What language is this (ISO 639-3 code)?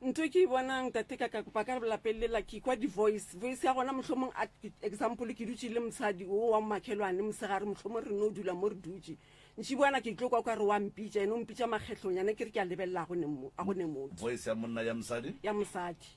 nso